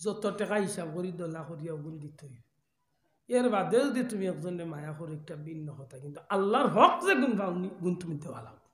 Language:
Sylheti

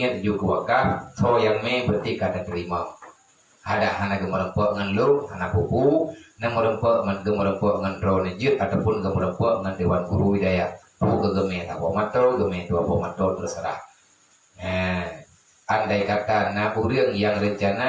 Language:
Achinese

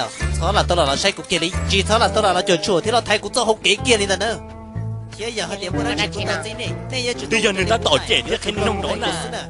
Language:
Hmong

